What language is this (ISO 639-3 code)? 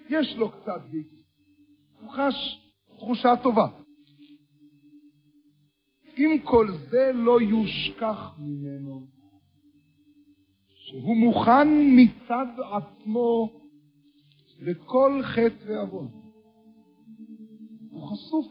heb